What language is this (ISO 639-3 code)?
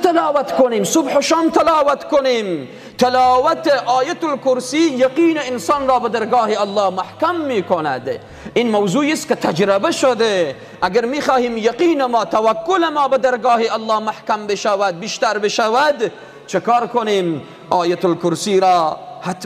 fas